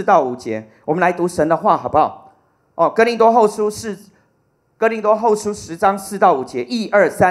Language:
Chinese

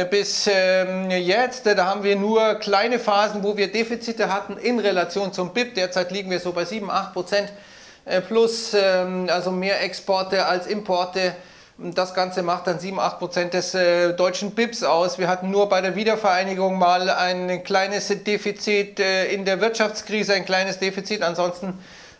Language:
German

